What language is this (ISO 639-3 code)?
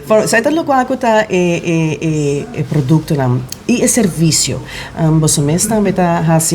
pap